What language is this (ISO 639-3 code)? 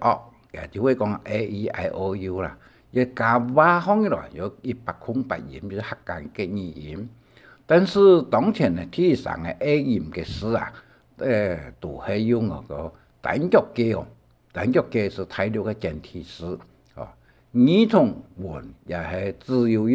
hak